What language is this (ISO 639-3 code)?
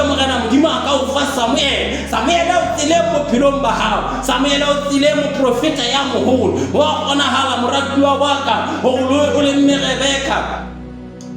sot